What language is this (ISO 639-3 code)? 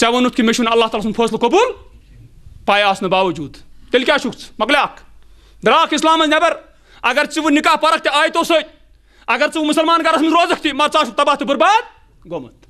kas